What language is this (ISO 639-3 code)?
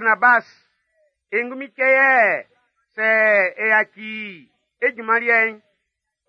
bci